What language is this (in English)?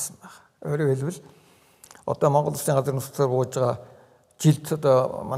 Mongolian